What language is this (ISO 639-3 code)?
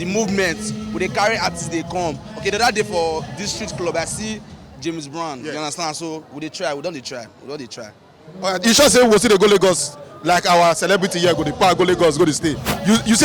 pcm